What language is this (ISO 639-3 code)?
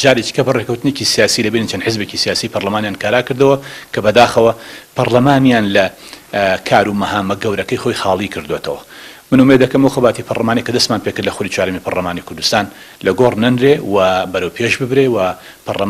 ckb